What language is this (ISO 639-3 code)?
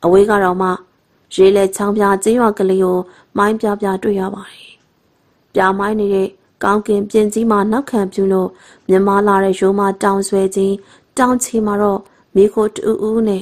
mya